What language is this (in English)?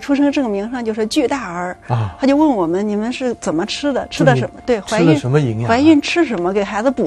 Chinese